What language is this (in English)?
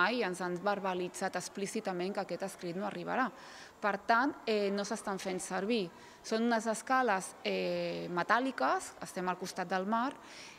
Catalan